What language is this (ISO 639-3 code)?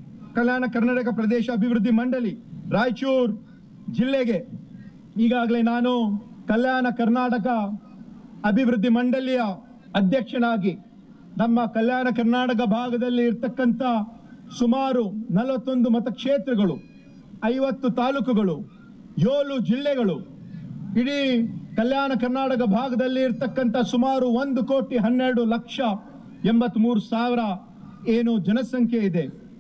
kan